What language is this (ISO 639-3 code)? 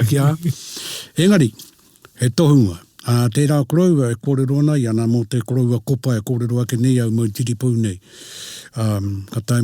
mri